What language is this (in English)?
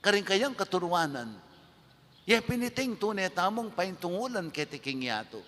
Pampanga